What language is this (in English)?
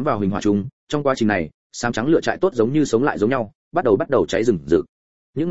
Vietnamese